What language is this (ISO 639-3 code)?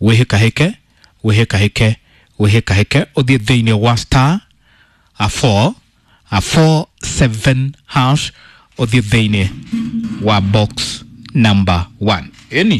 kik